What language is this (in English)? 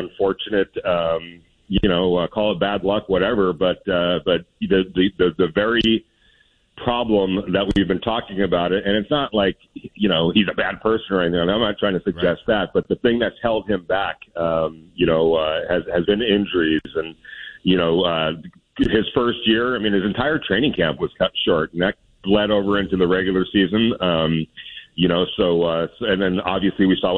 English